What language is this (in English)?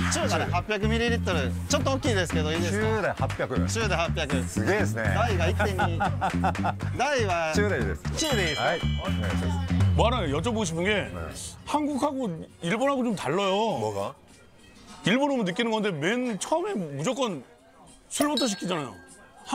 Korean